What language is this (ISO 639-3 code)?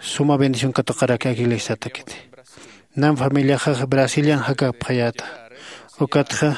aym